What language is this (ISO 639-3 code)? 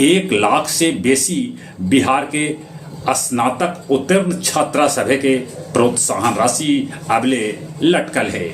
mag